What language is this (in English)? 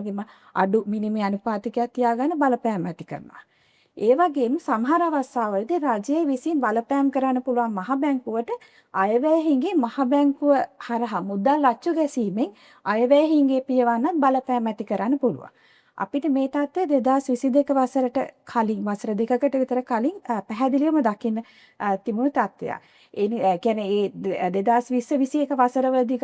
Sinhala